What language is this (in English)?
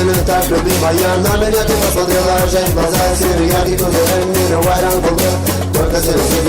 Kara-Kalpak